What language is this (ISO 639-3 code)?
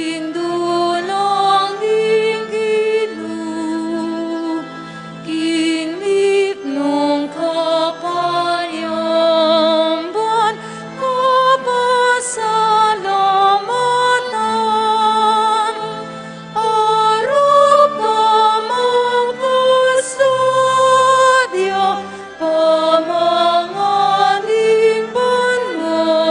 pam